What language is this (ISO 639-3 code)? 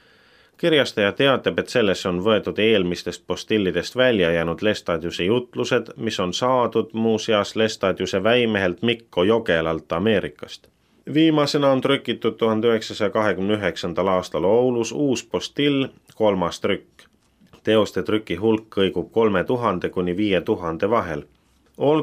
est